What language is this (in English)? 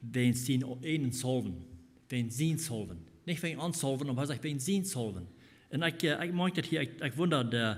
Plautdietsch